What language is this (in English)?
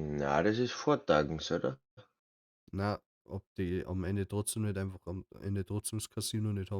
Bavarian